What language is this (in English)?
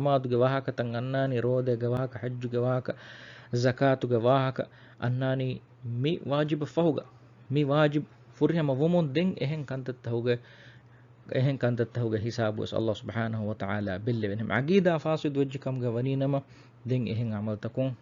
Divehi